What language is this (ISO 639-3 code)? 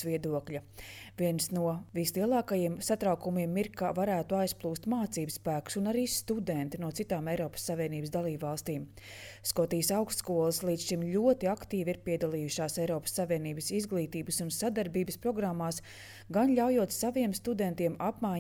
lav